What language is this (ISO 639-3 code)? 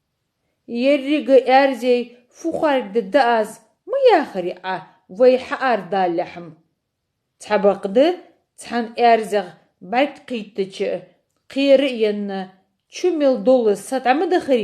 inh